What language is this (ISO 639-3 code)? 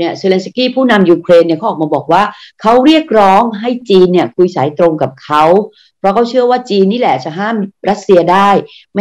tha